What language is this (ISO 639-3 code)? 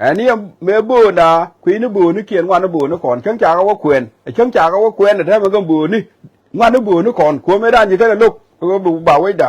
nus